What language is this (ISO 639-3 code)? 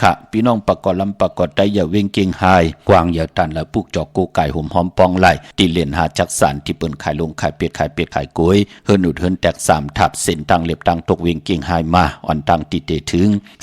shn